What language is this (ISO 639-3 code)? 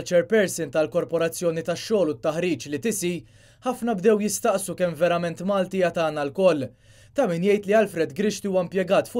mlt